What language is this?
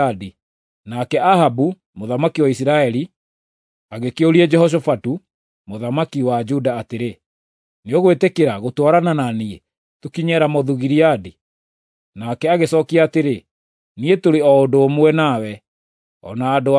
Kikuyu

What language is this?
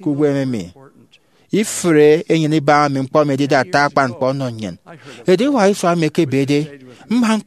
Efik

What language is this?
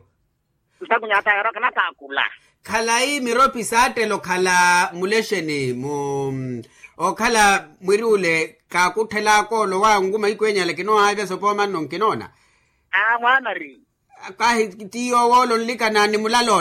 Makhuwa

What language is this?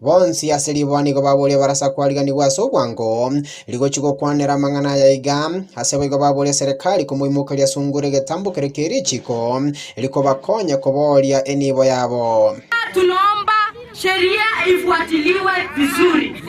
Gusii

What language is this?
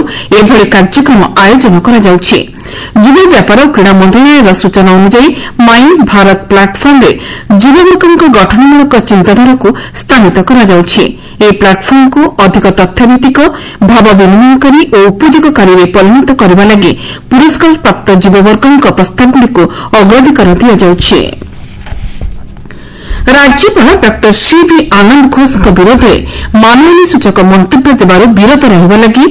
Odia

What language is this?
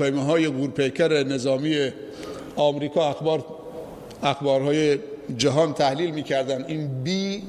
Persian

